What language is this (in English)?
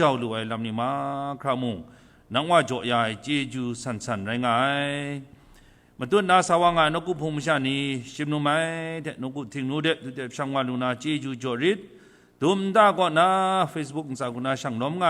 Kachin